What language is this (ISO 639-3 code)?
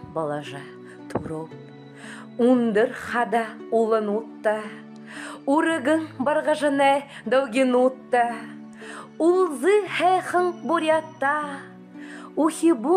bua